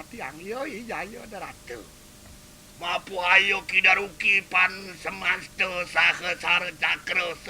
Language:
Balinese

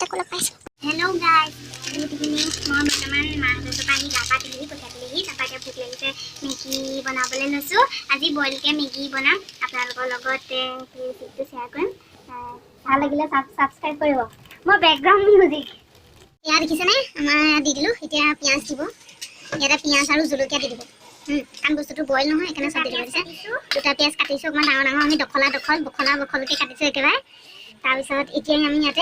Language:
Assamese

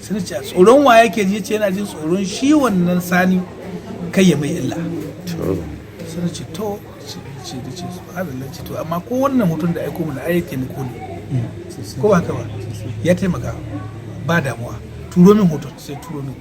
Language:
Hausa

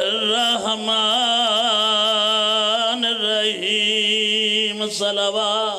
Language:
Pahari-Potwari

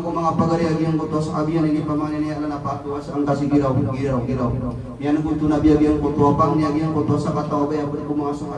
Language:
Maranao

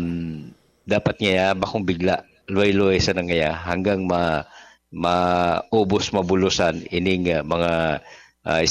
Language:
Bikol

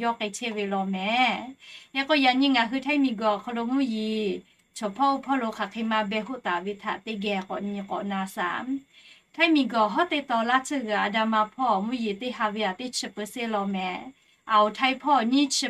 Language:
Lahu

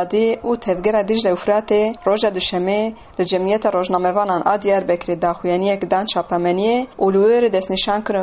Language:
Kurdish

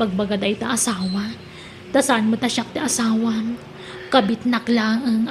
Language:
Iloko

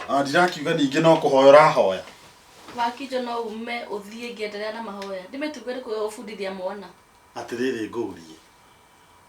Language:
Kikuyu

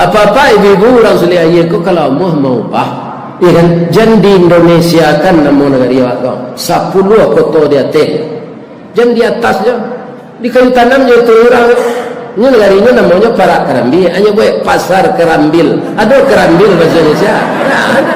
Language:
Minangkabau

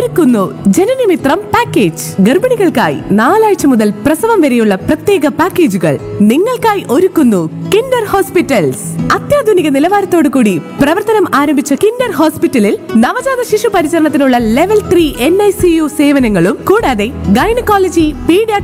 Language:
Malayalam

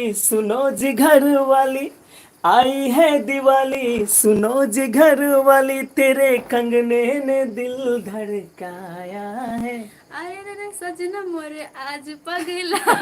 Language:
Maithili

